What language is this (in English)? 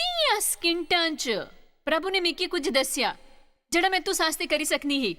Dogri